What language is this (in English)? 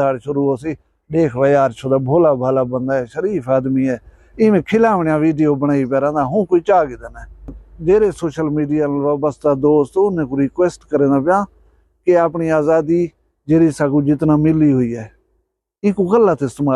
Saraiki